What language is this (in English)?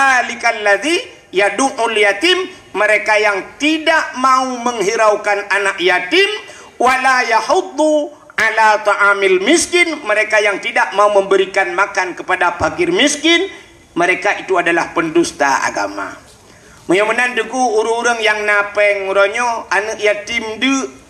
Achinese